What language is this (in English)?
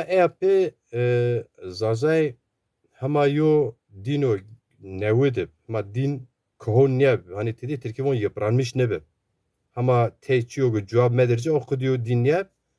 Zaza